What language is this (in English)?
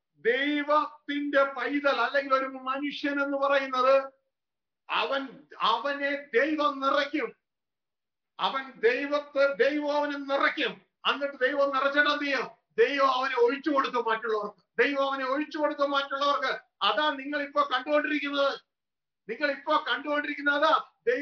Malayalam